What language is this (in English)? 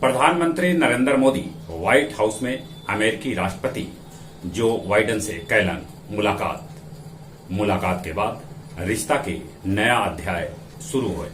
Magahi